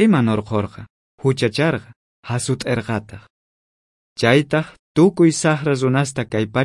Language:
South Bolivian Quechua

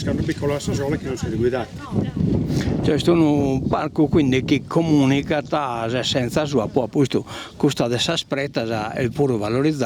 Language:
Sardinian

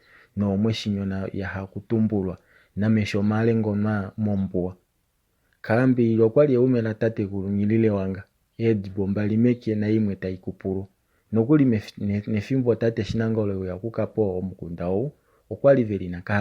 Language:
Kuanyama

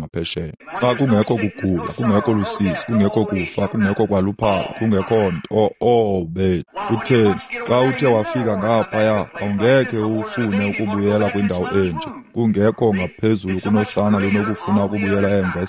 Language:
Xhosa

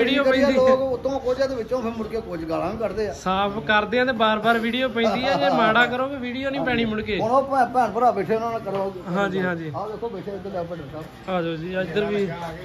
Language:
Punjabi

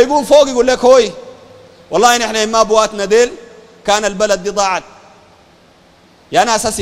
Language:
Sudanese Arabic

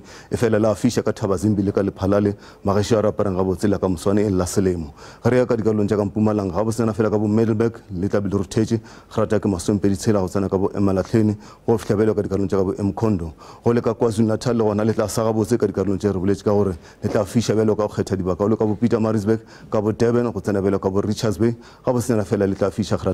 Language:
Northern Sotho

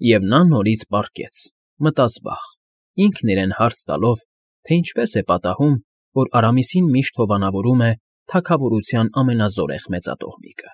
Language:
Armenian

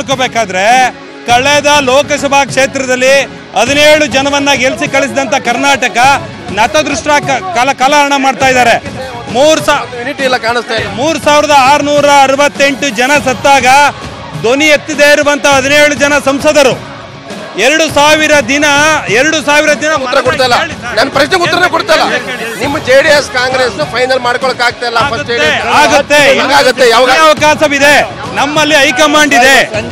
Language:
Kannada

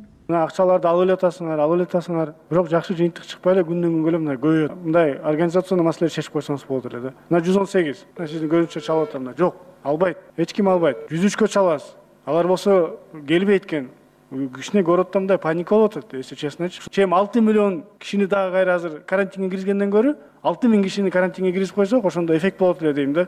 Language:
Kyrgyz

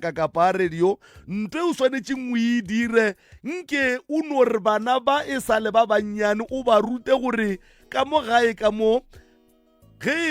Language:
Northern Sotho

